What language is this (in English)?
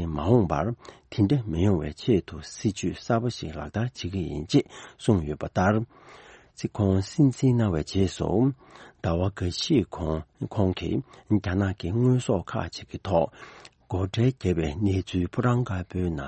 Tibetan